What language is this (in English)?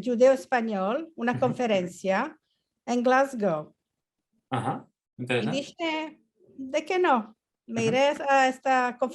Ladino